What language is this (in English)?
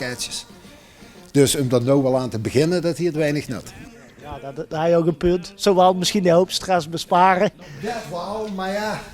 Limburgish